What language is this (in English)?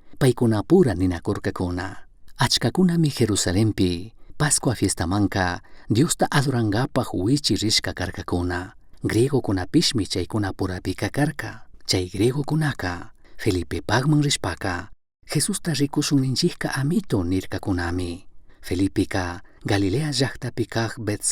Chimborazo Highland Quichua